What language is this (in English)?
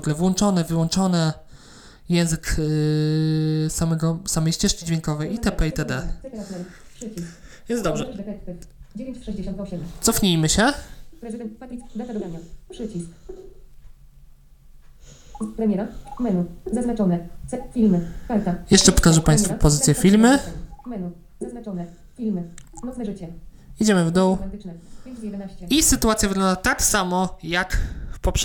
Polish